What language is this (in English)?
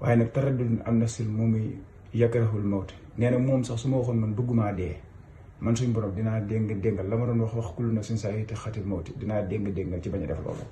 Wolof